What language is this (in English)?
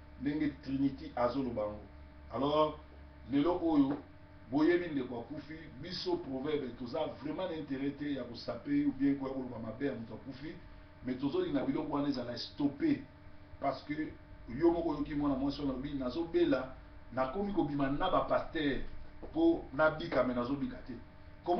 Lingala